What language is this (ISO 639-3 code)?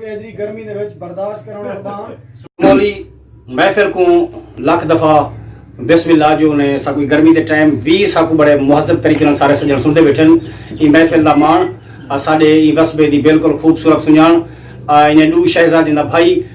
skr